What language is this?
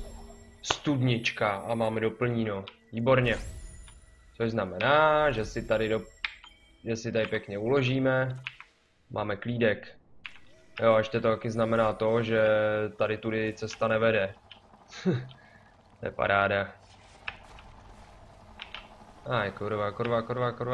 Czech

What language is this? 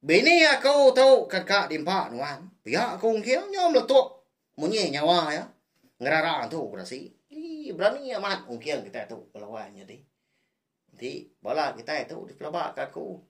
Iban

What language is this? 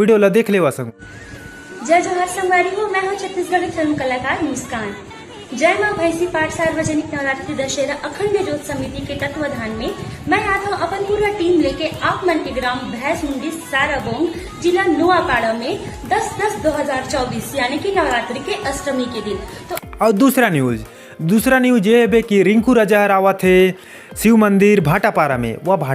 Chhattisgarhi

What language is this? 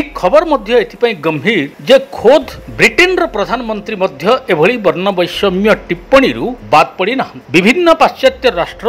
Odia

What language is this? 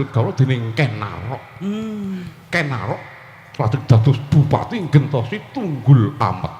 Javanese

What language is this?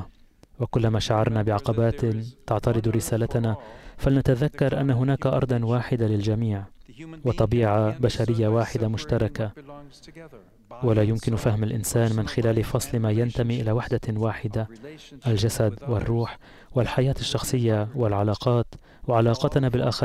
Arabic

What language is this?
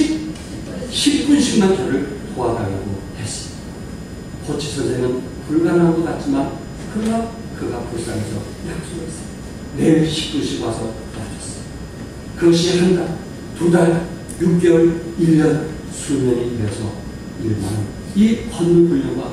Korean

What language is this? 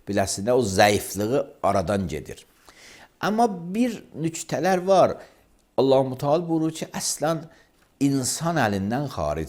Azerbaijani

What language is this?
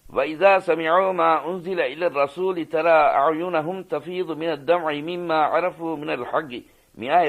Divehi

